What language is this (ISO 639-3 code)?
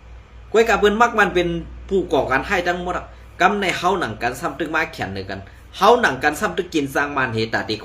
shn